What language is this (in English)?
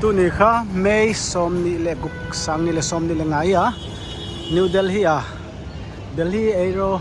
Paite Chin